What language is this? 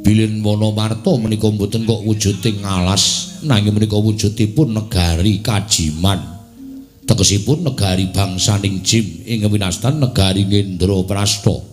Javanese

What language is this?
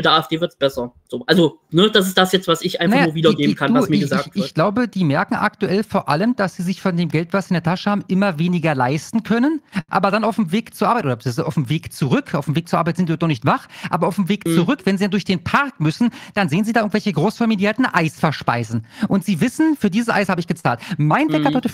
German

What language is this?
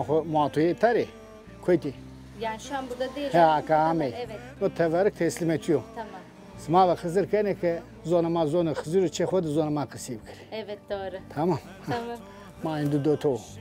Zaza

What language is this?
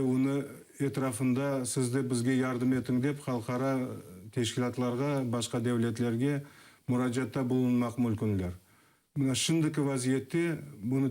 Crimean Tatar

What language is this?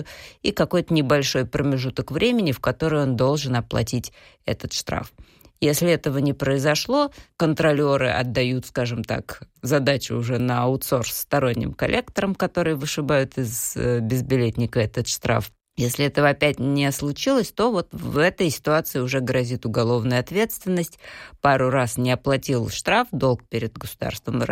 Russian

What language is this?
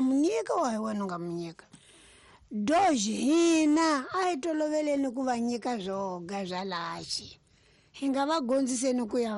Tsonga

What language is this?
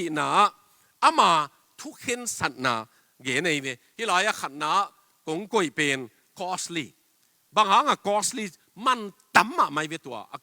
Tedim Chin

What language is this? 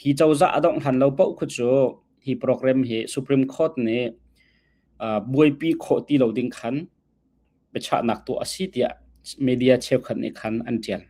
Hakha Chin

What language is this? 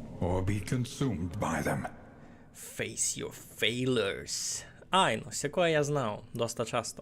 Rusyn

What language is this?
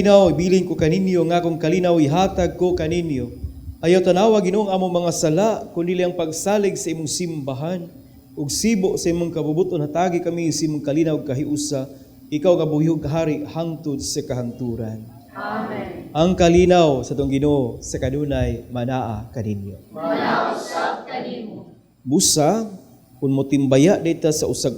Cebuano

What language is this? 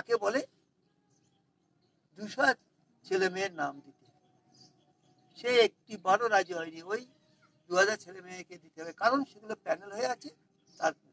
Bangla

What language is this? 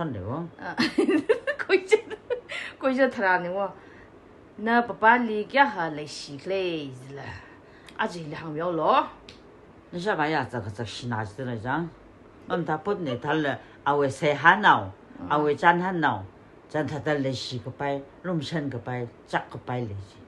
Tangkhul Naga (India)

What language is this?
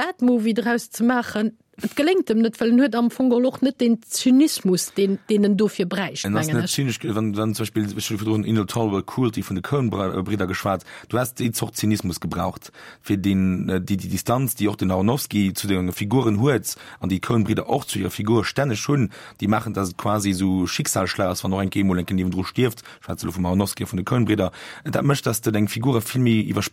Luxembourgish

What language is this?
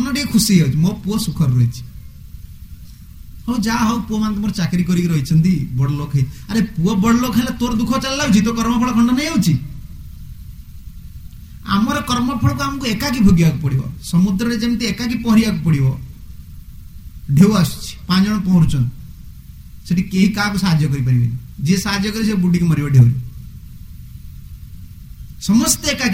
Odia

